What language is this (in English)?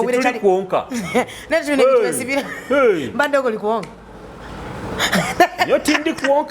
Nyoro